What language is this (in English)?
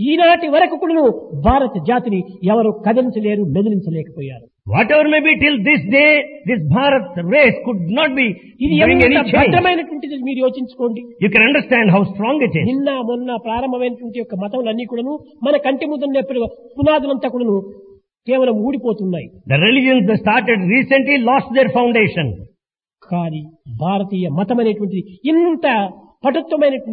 Telugu